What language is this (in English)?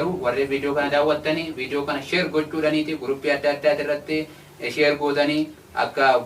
Oromo